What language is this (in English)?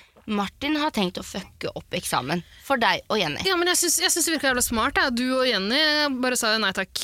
Norwegian